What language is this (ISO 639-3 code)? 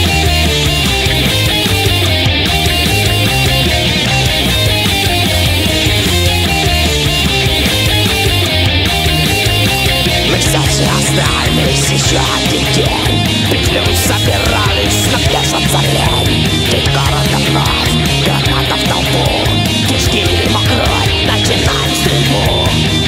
rus